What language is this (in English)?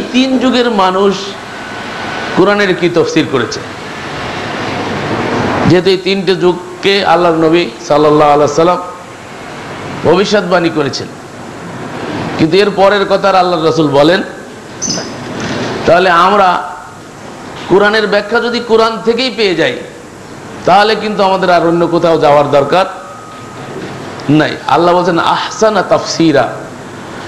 Bangla